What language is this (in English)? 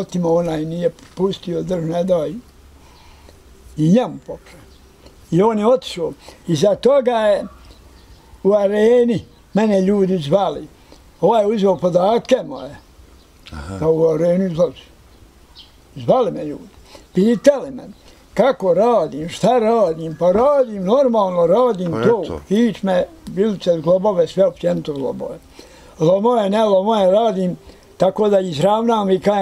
Bosnian